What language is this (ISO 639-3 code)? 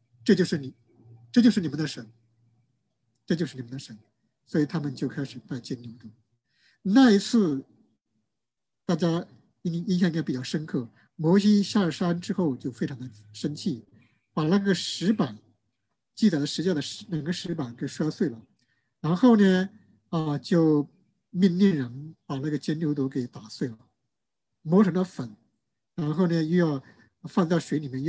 zho